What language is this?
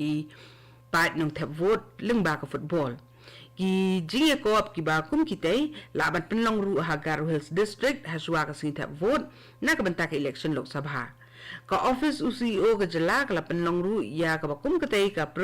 Khasi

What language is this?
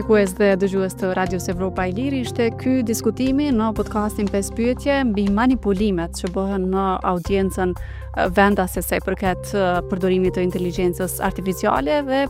Albanian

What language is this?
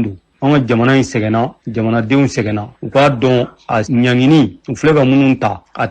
Bambara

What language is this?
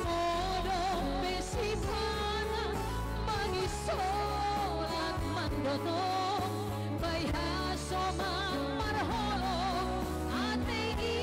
Batak Simalungun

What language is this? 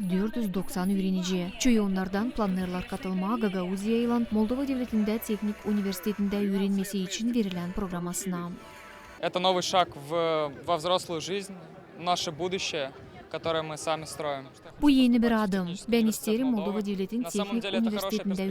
Gagauz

